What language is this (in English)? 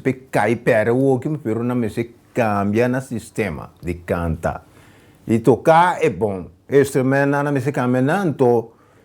Papiamento